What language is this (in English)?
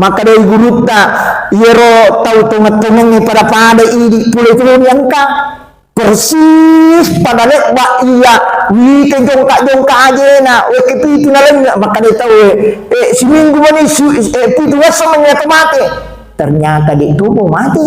Buginese